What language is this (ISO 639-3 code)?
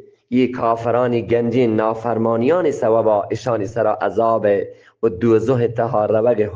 bgp